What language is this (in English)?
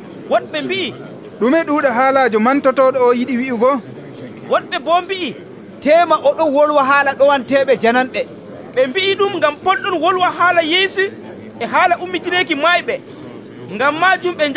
Nigerian Fulfulde